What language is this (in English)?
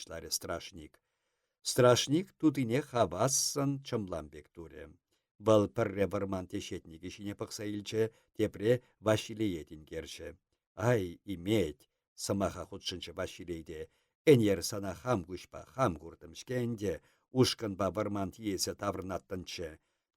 Chuvash